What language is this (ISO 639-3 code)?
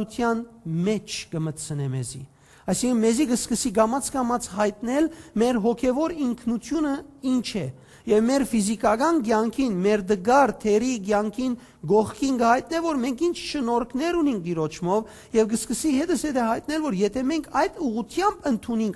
hyw